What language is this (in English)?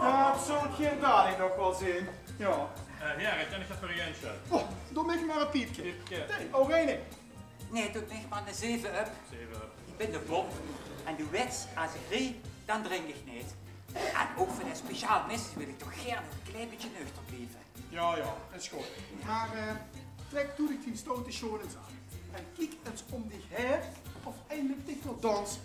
Limburgish